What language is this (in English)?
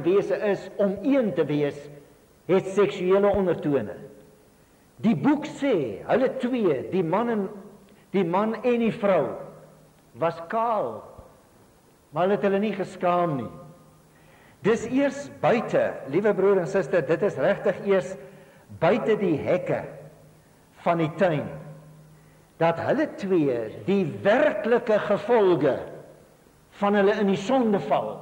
Afrikaans